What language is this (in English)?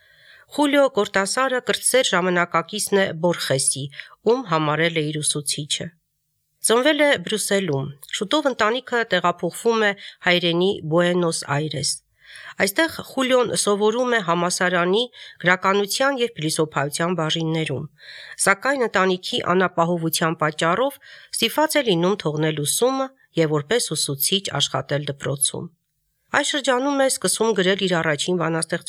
Armenian